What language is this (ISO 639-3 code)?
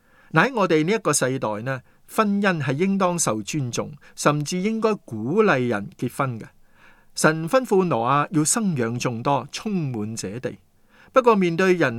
yue